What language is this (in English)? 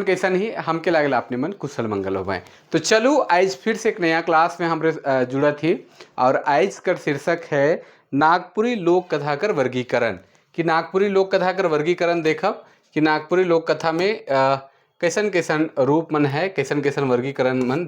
Sadri